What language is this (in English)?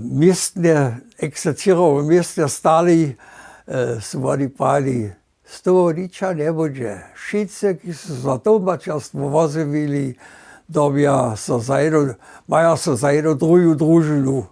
Upper Sorbian